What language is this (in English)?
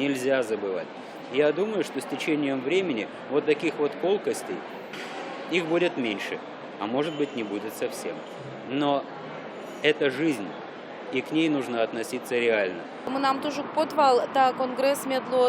Udmurt